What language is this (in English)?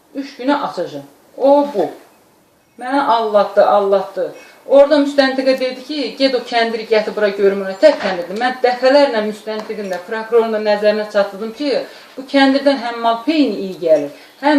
Azerbaijani